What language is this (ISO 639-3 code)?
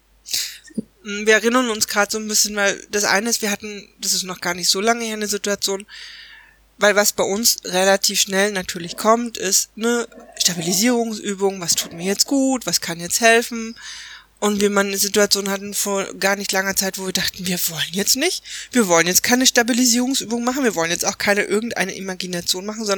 deu